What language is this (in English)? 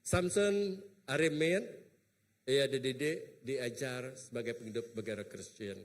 Iban